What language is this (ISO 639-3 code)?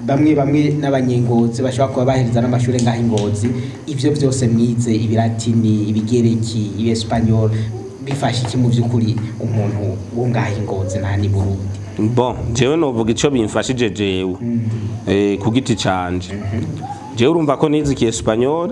run